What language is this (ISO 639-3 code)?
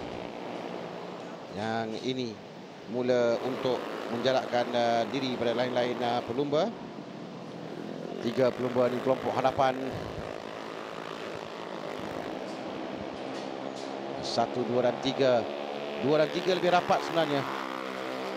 msa